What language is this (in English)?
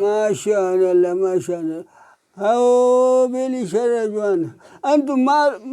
Brahui